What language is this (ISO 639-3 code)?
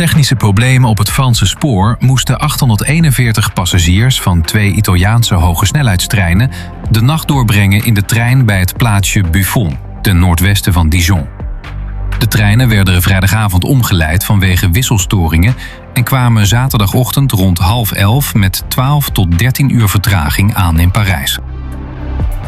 nld